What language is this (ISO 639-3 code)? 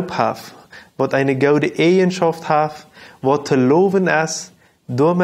pdt